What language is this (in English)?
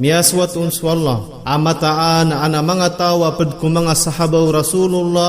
Maranao